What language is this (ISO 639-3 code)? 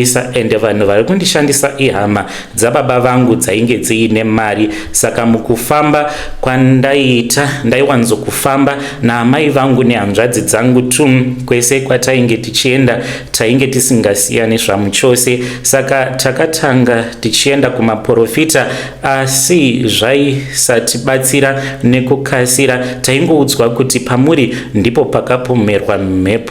sna